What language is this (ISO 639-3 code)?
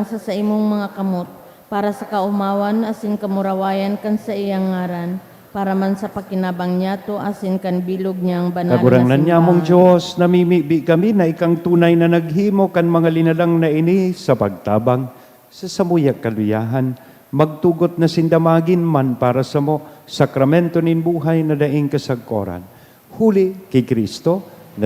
bik